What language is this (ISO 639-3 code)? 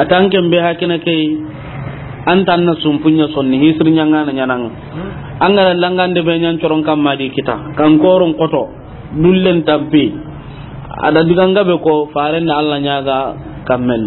snk